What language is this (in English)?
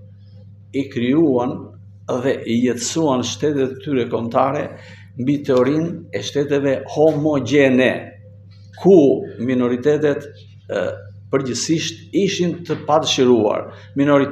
Albanian